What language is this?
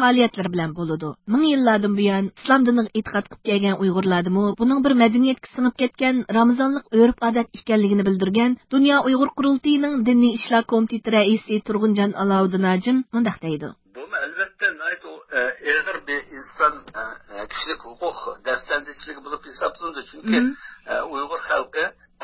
Uyghur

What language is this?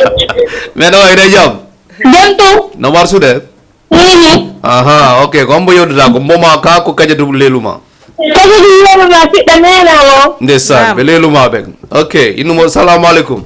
Fula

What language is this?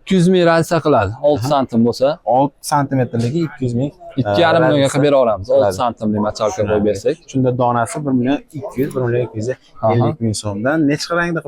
Uzbek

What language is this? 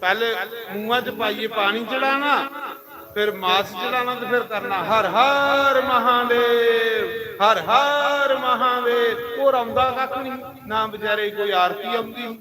Dogri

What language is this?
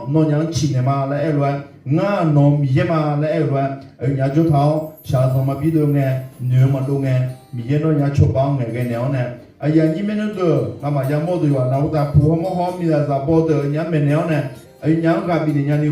Akha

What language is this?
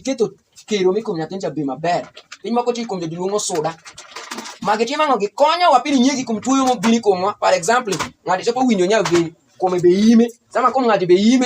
Alur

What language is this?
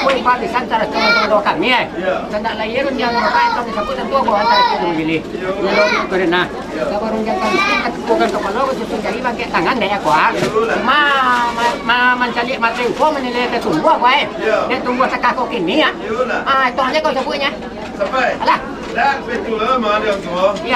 Minangkabau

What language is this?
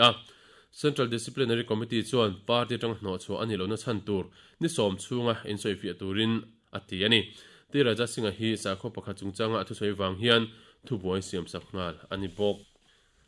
Mizo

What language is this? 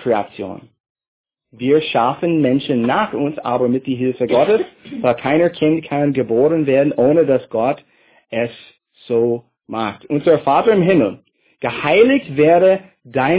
German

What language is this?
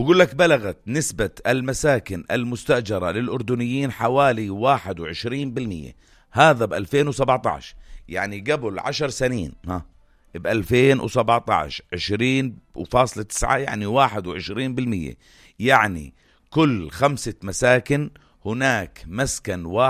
North Levantine Arabic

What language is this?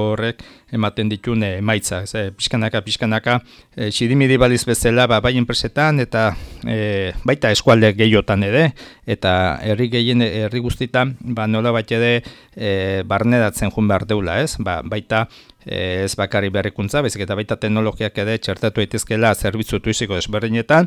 Basque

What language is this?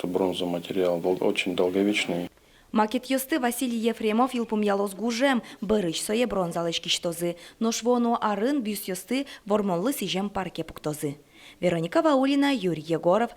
Udmurt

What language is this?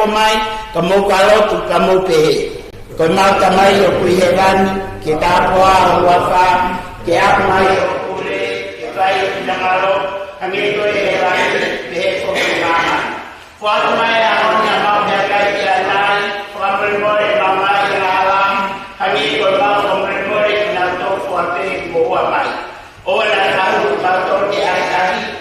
Tongan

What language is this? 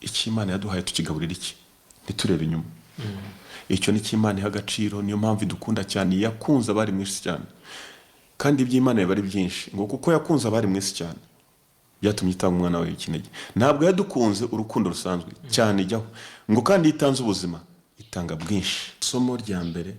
Kinyarwanda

